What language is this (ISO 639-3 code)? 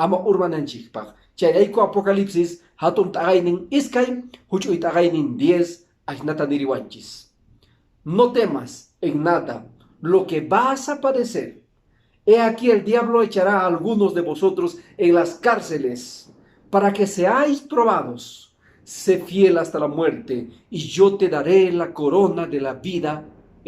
que